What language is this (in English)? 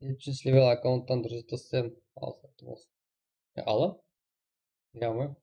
Kara-Kalpak